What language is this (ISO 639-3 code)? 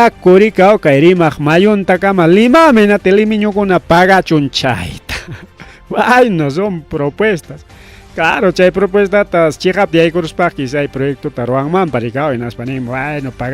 quy